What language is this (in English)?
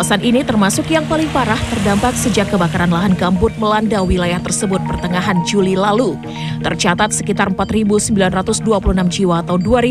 Indonesian